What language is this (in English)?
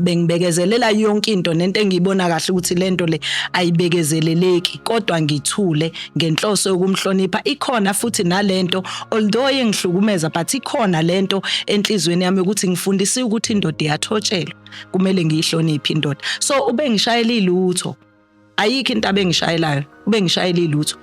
Zulu